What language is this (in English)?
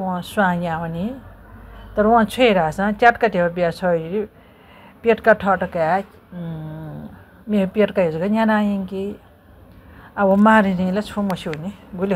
Newari